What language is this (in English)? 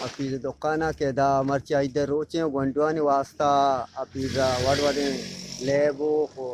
Eastern Balochi